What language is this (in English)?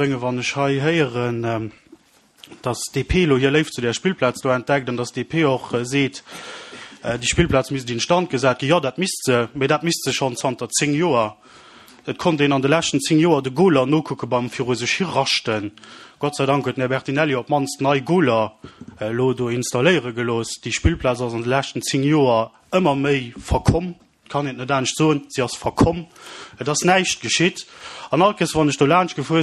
Luxembourgish